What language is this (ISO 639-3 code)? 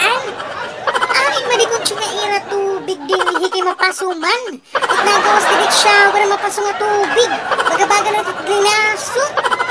war